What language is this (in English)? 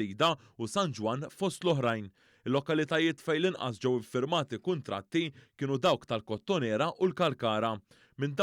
Maltese